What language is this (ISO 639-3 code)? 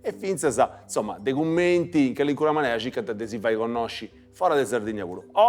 srd